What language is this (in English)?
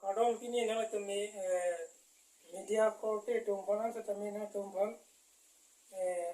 Karbi